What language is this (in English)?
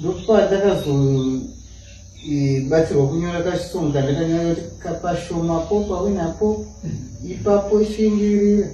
Shona